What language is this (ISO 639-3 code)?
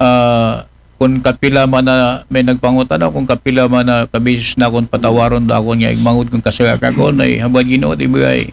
akl